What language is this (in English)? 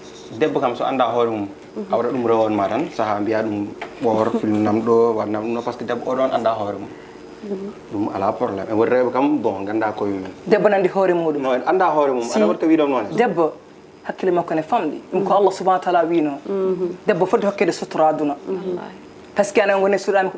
Fula